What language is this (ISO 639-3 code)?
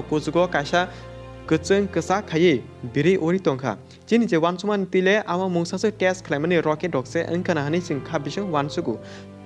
trp